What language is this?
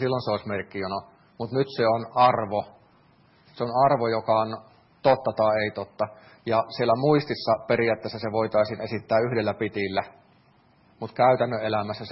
Finnish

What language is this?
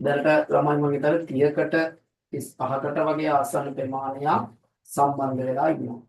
Sinhala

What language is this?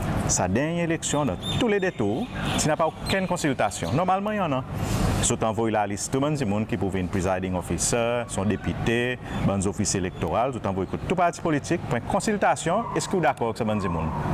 Seselwa Creole French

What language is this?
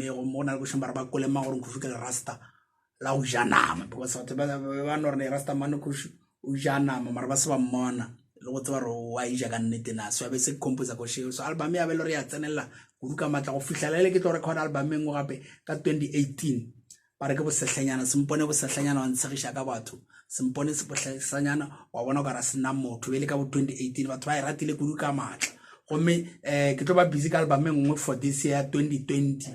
Northern Sotho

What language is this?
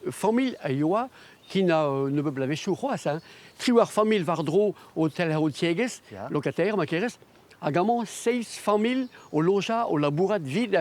Breton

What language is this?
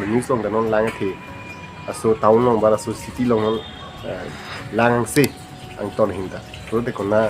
Karbi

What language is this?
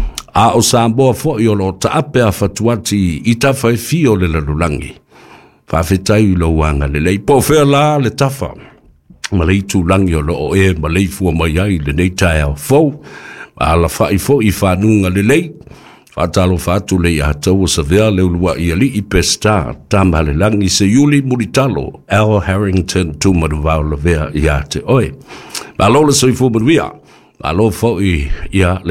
Samoan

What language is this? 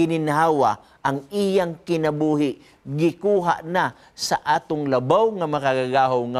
Cebuano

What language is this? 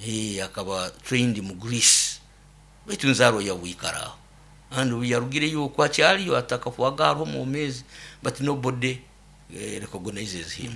Nyoro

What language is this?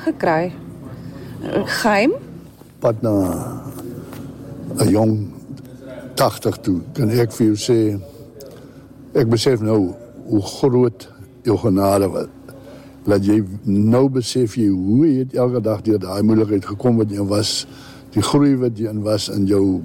Afrikaans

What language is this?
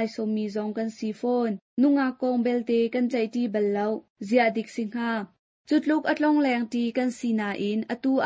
Hakha Chin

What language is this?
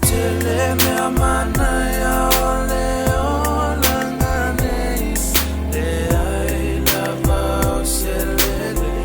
Samoan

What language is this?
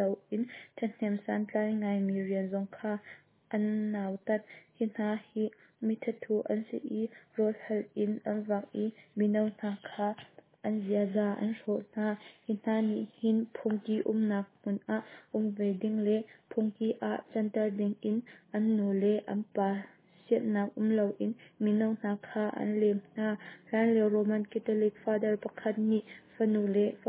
Hakha Chin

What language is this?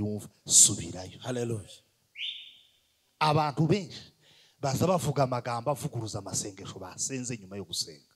Kinyarwanda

